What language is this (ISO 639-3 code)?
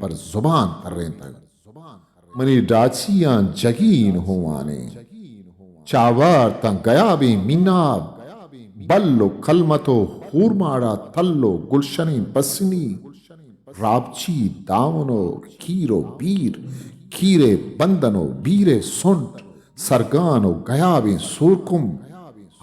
bgp